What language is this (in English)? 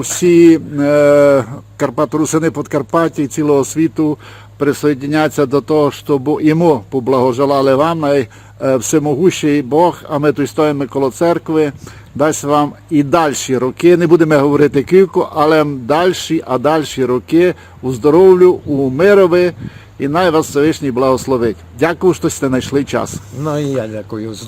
Rusyn